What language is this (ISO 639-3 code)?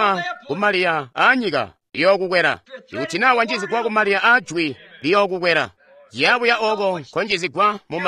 toi